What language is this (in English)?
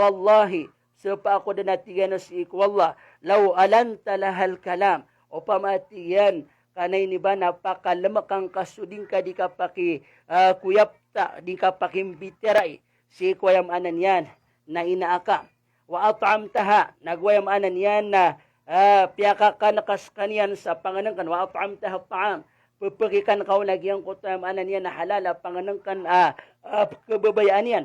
Maranao